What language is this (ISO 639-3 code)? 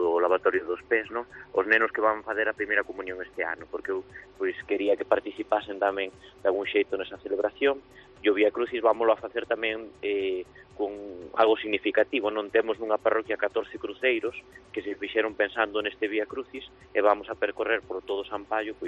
glg